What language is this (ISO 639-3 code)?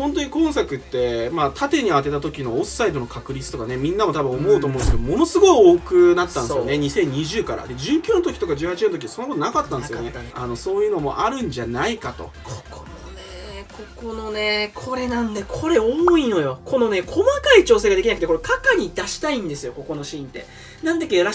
jpn